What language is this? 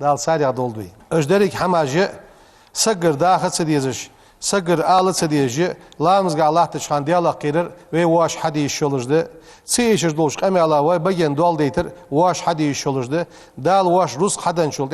Ingush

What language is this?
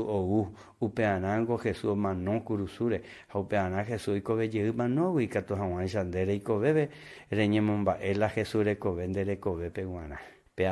Guarani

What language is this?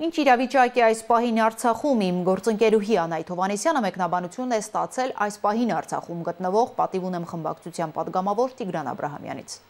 Armenian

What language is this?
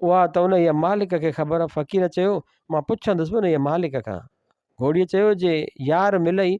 Sindhi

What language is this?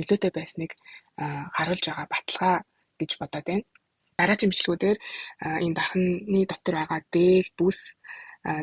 Mongolian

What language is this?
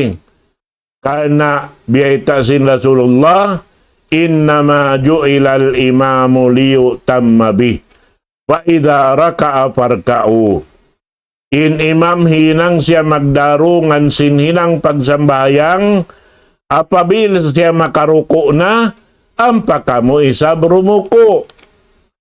Tausug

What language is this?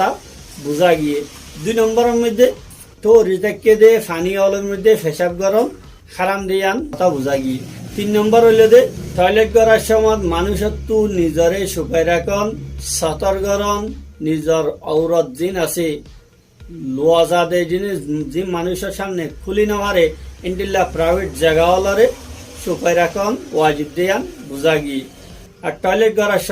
Rohingya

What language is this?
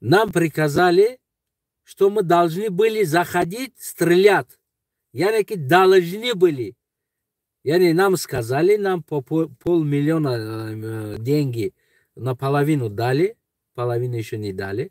Tajik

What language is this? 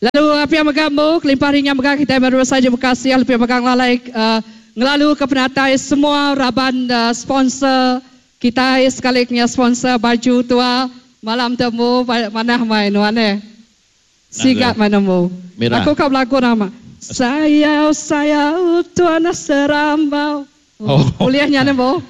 Iban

